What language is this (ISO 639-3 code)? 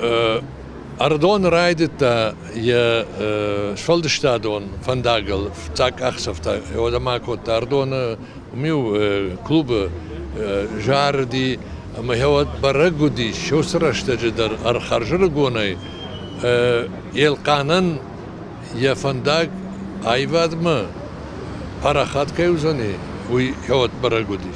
oss